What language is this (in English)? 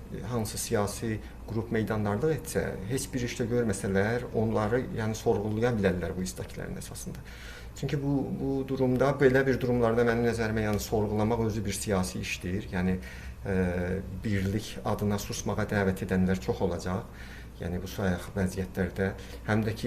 South Azerbaijani